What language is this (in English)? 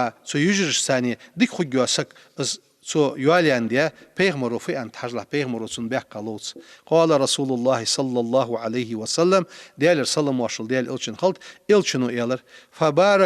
Ingush